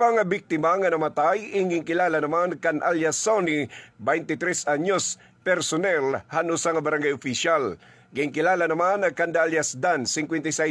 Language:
Waray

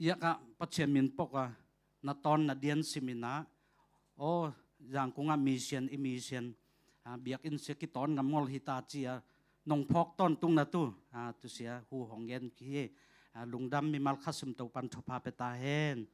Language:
Tedim Chin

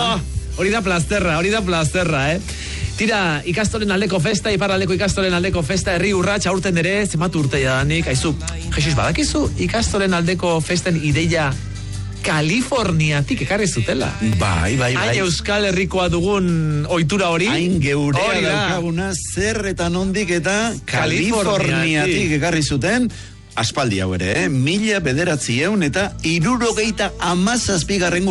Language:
Basque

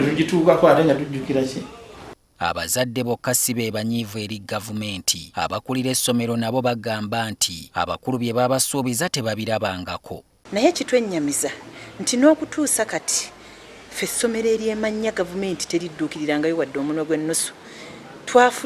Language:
Ganda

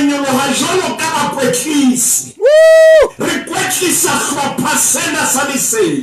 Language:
Southern Sotho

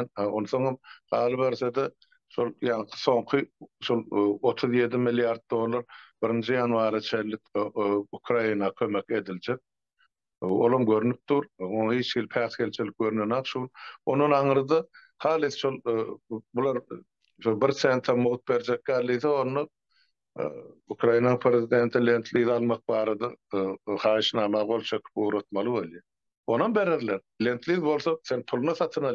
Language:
Turkmen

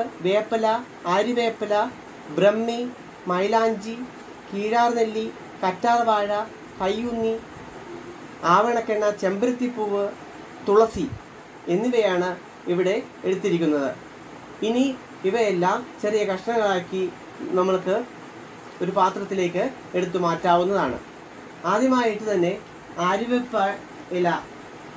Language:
Malayalam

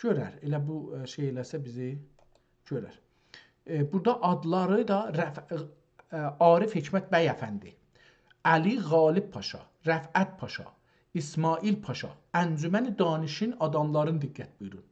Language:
South Azerbaijani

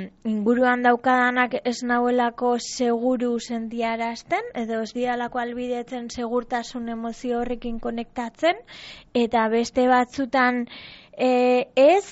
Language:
Basque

